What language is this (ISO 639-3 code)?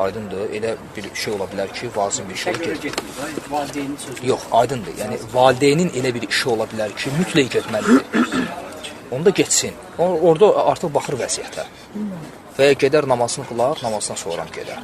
aze